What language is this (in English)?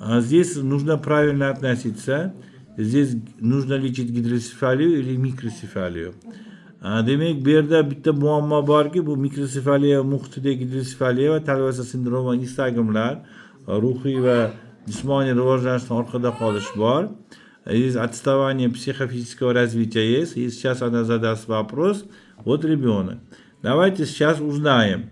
Uzbek